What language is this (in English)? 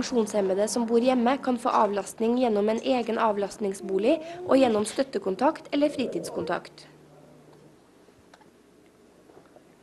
Norwegian